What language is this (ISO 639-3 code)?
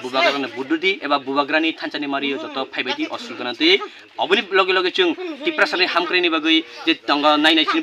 trp